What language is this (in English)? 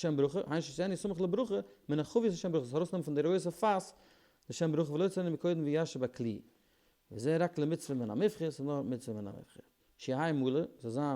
Yiddish